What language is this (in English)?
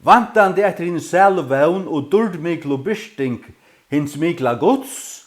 Faroese